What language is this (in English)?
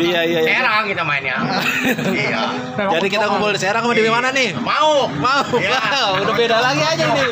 Betawi